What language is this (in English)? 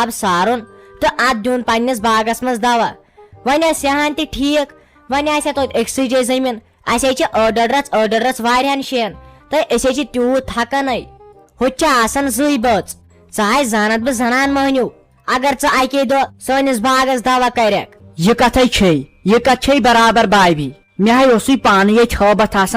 Kashmiri